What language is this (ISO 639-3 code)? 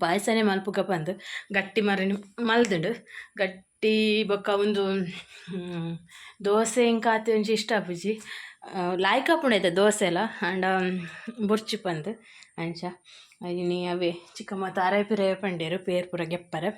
tcy